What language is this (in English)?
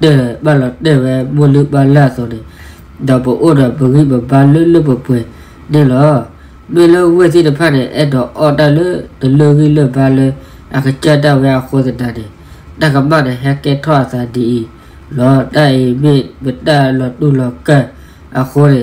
S'gaw Karen